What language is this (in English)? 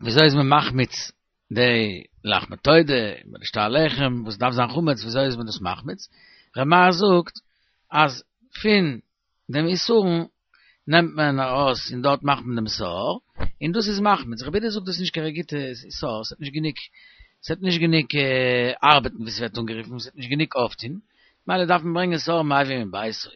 Yiddish